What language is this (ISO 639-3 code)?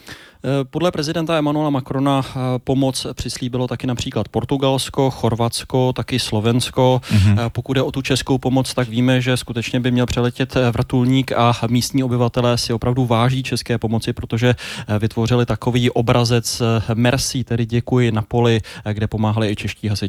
ces